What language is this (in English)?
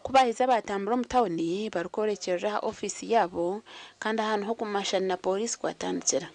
Nyankole